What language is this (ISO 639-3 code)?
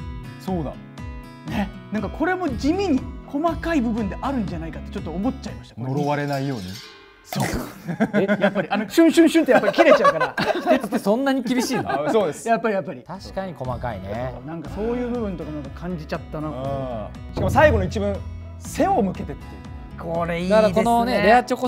jpn